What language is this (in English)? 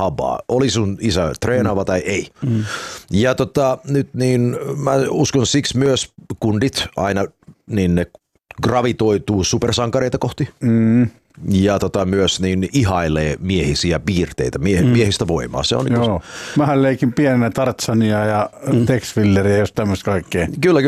Finnish